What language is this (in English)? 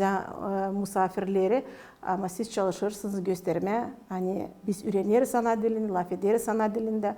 Gagauz